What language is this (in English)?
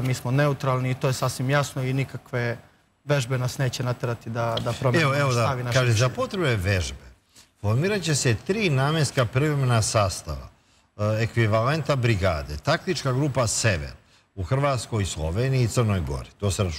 Serbian